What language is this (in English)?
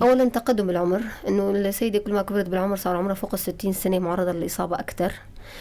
North Levantine Arabic